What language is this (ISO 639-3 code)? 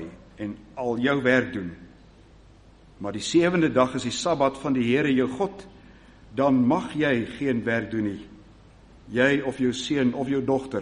afr